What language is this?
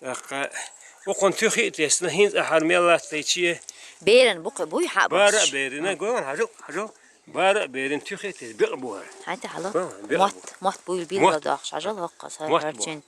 Chechen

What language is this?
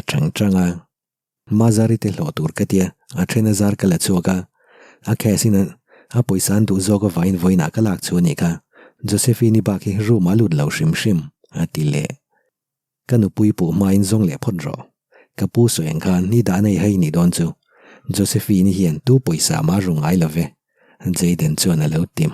Mizo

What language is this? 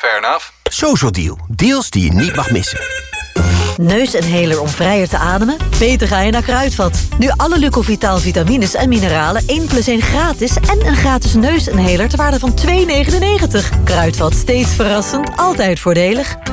Dutch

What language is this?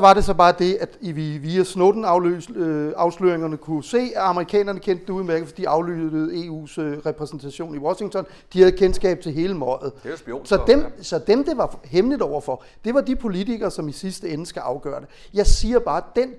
Danish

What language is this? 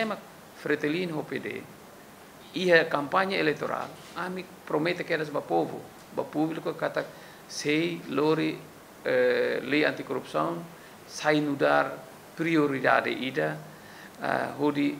Tetum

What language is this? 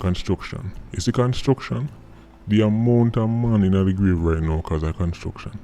Jamaican Creole English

